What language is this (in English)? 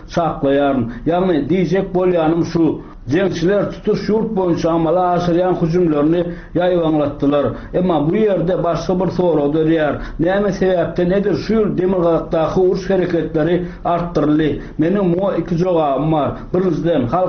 Turkmen